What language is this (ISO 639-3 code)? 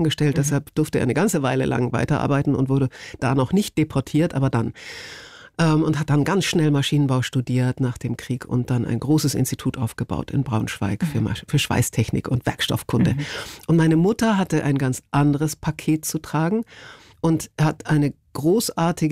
deu